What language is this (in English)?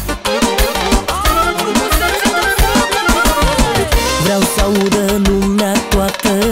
Romanian